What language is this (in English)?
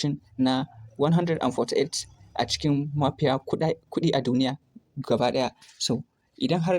Hausa